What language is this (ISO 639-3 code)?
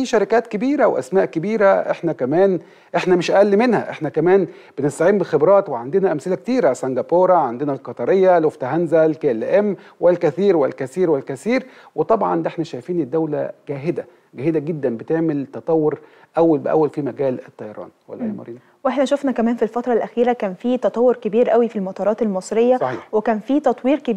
arz